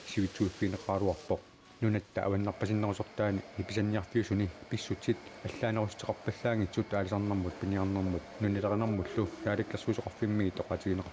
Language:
Kalaallisut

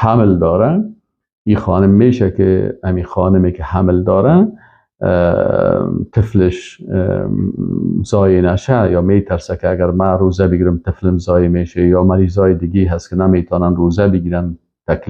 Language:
Persian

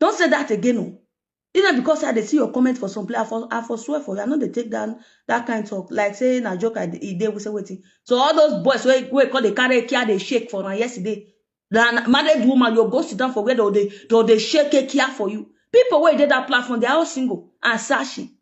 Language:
Nigerian Pidgin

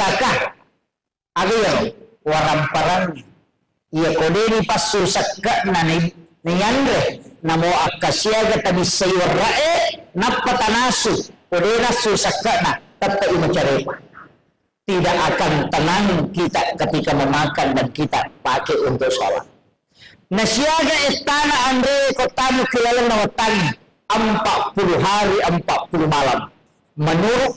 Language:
Buginese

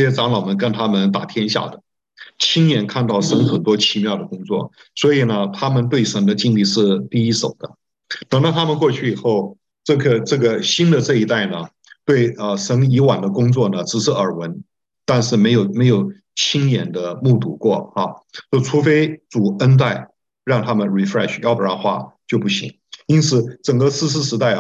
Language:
Chinese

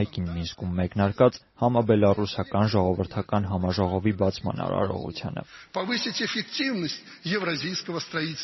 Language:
Armenian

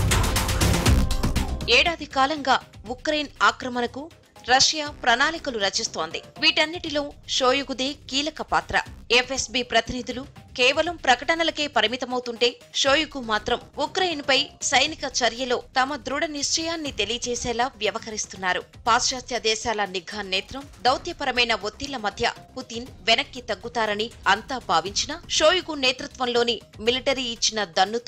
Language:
Telugu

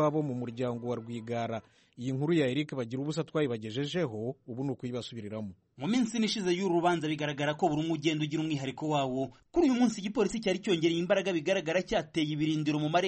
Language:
Kinyarwanda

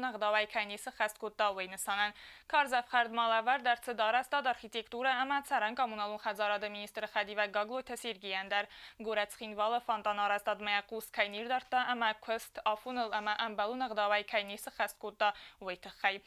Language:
Ossetic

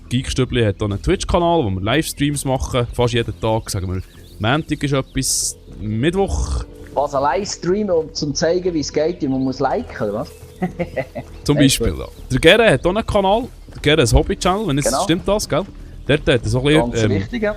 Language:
Swiss German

